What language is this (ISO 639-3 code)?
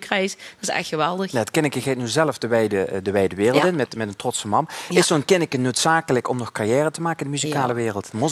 nld